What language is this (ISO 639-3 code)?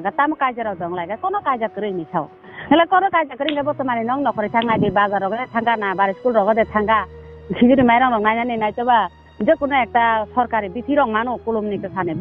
trp